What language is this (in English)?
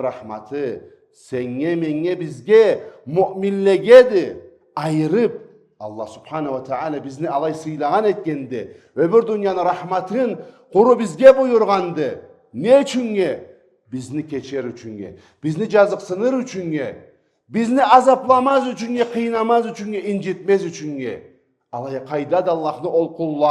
Karachay-Balkar